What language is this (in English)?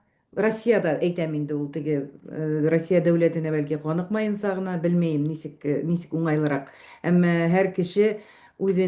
Bashkir